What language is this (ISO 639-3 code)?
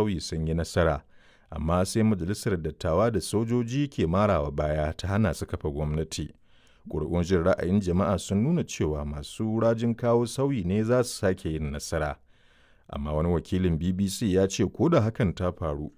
hau